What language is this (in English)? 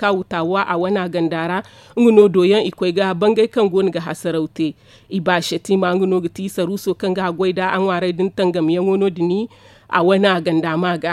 Zarma